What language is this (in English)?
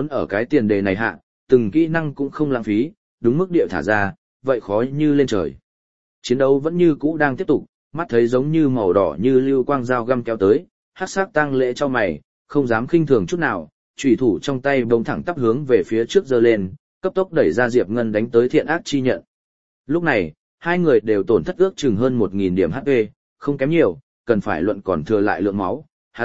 Vietnamese